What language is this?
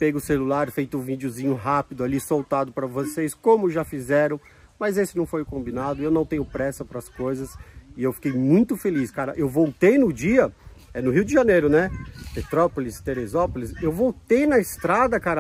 Portuguese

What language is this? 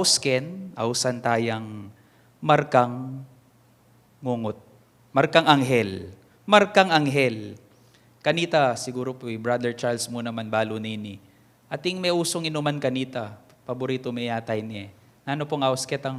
Pampanga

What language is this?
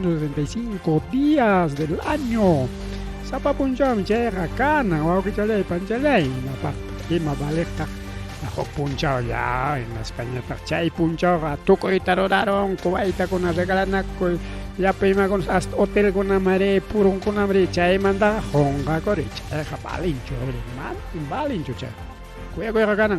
Ayacucho Quechua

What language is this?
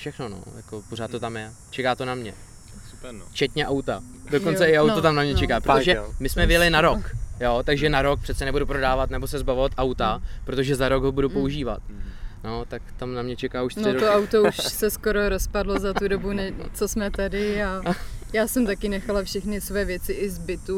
Czech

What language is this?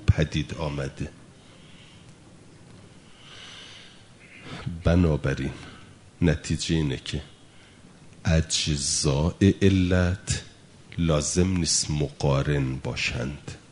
Persian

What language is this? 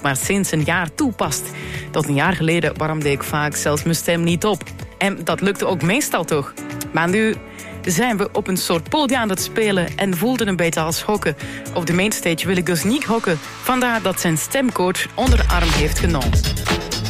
Dutch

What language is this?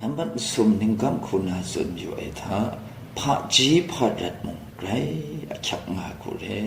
Kachin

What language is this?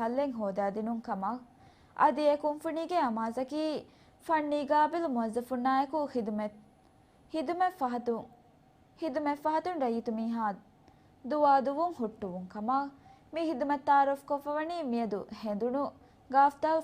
Divehi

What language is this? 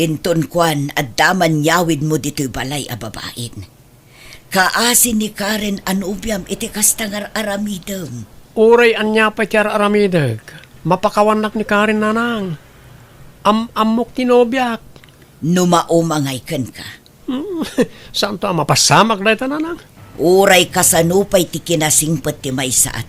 Iloko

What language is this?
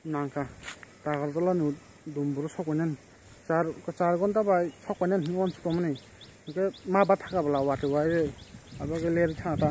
Kok Borok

